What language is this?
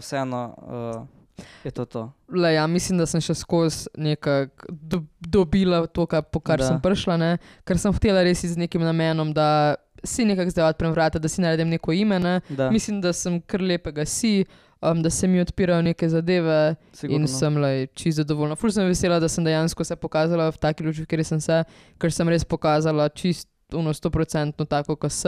Slovenian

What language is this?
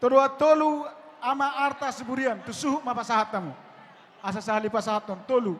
Batak Toba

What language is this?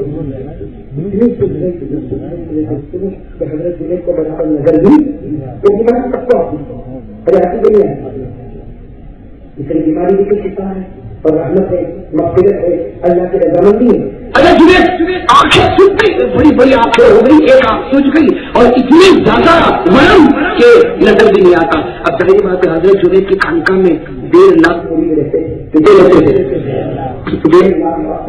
Urdu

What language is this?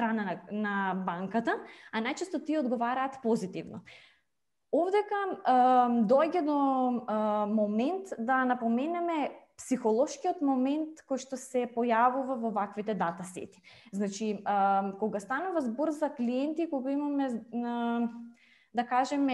Macedonian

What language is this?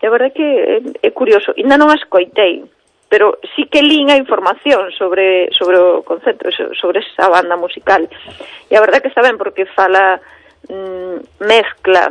Galician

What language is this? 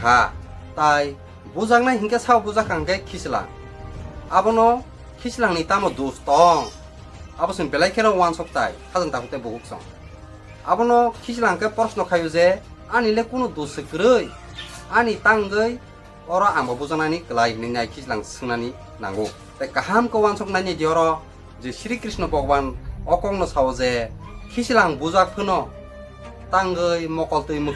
Kok Borok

